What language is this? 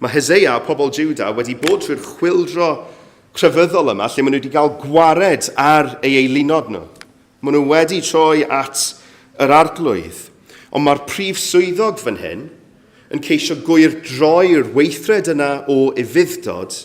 Welsh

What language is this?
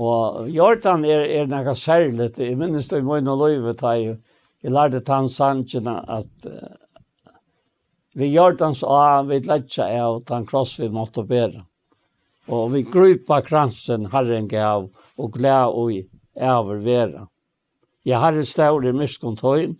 Faroese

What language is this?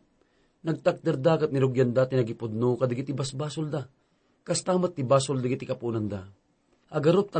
Iloko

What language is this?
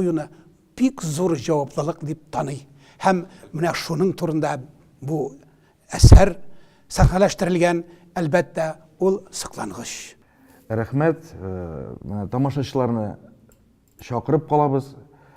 Tatar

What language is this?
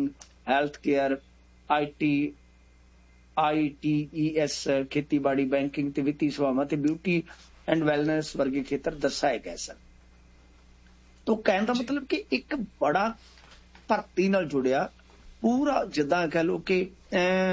Punjabi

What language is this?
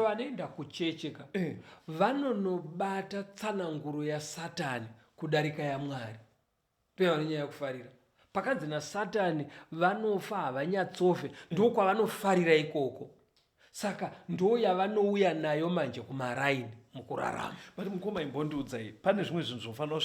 Shona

